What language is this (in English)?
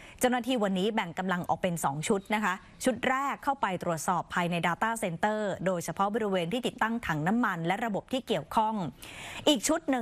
Thai